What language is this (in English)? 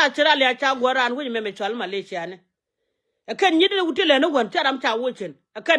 Nuer